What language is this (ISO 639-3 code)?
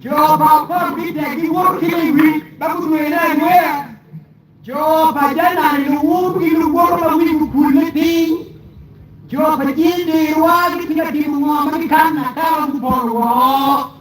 ach